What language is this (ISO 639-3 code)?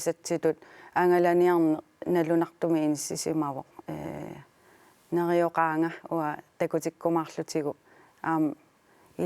kal